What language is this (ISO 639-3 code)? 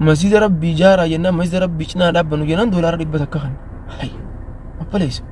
orm